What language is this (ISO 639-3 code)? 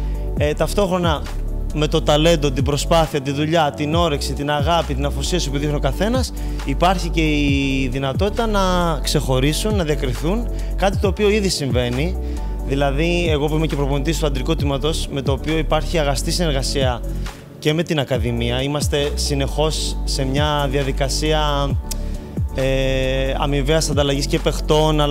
ell